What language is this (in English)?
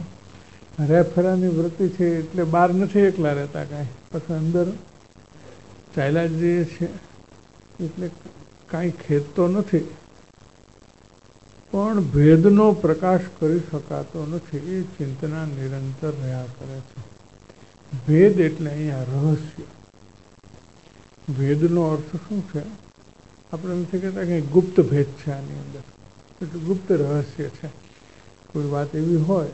Gujarati